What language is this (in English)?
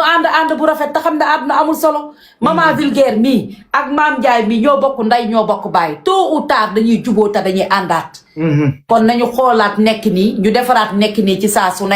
Wolof